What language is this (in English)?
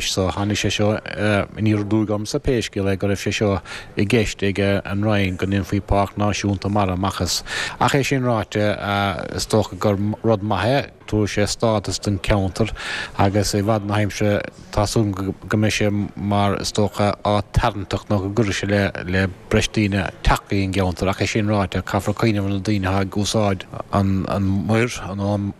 Irish